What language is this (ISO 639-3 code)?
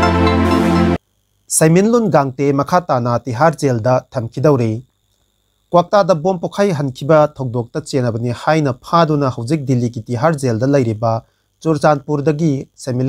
mni